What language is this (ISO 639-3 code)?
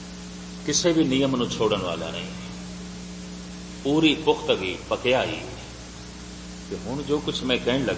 pan